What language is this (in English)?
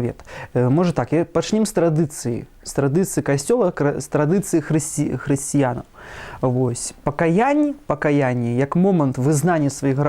Belarusian